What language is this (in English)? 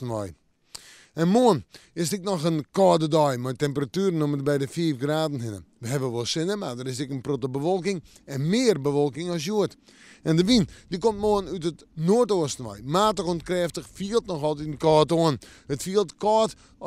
Western Frisian